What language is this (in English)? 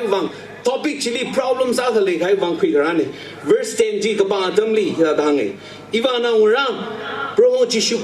Tangkhul Naga (India)